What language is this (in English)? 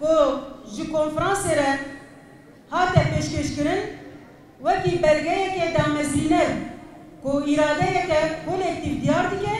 Kurdish